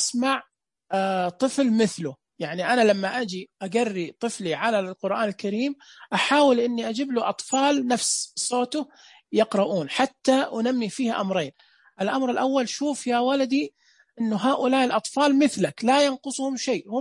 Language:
Najdi Arabic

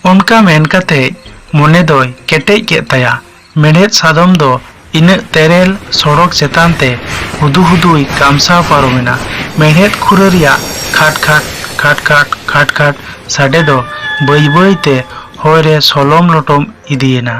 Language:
Santali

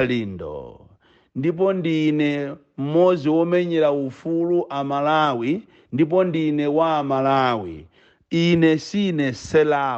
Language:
Nyanja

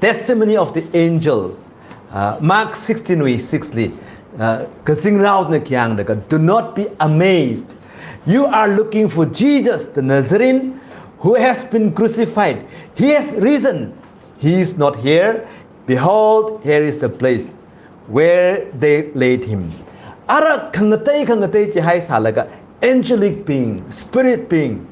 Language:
Tangkhul Naga (India)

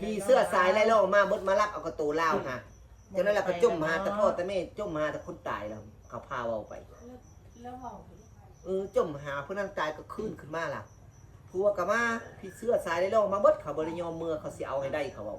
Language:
Northeastern Thai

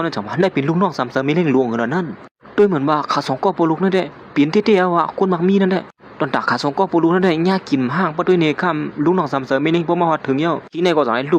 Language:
Shan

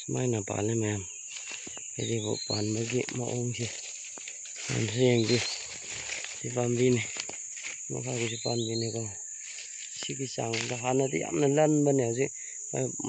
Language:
Manipuri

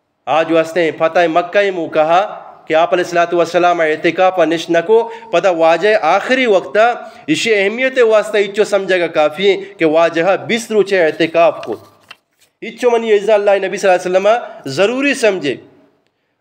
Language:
Eastern Balochi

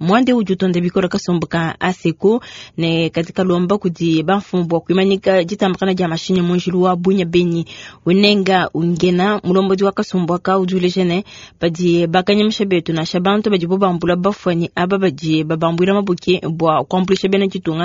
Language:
Luba-Lulua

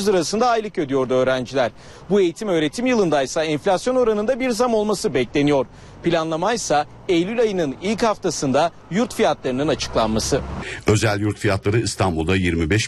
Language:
Turkish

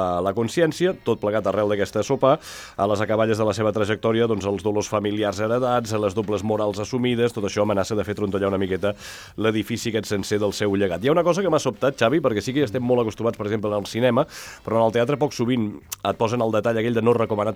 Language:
Catalan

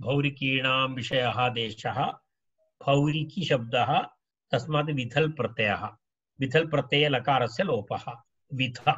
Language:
Sanskrit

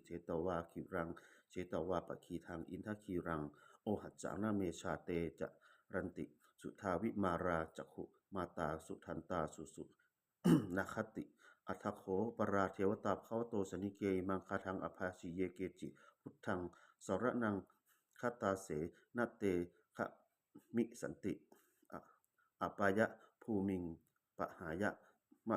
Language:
Pali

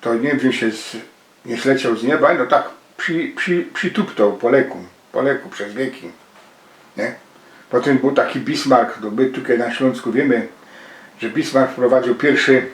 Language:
Silesian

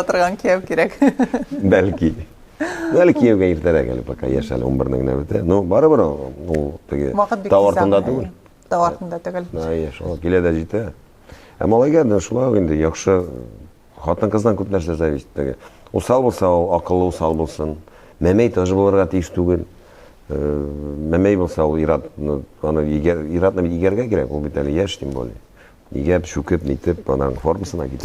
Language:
Tatar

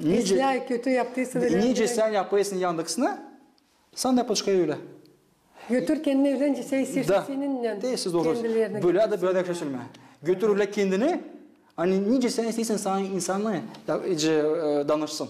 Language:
Gagauz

